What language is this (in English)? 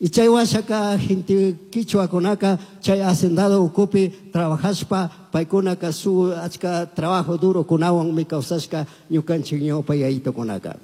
Chimborazo Highland Quichua